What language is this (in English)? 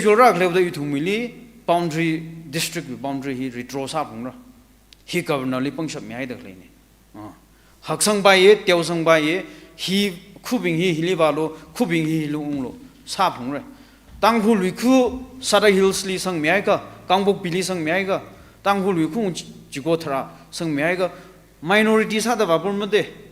Tangkhul Naga (India)